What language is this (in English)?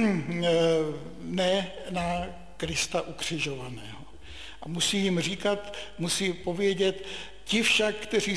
Czech